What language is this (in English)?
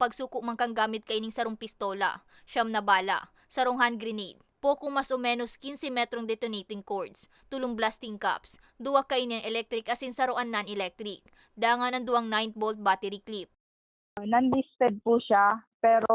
Bikol